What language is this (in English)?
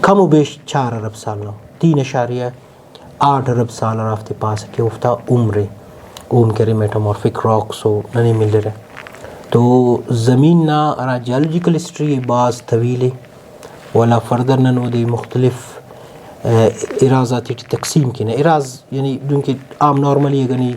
Brahui